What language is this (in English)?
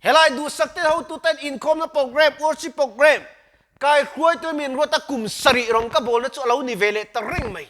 Mizo